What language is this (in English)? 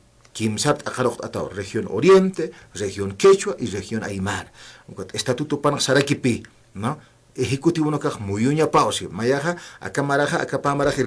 Aymara